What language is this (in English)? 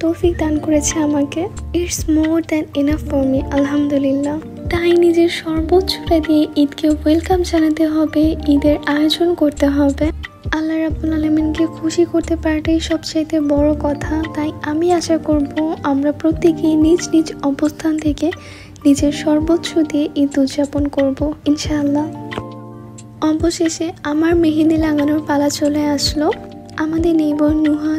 Bangla